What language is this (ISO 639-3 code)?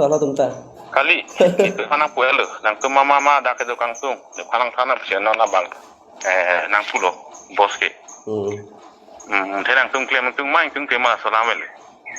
mjw